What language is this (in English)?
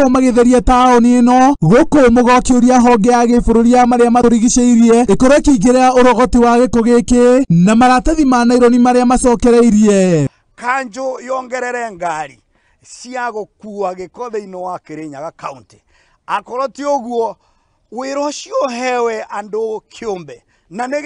Kikuyu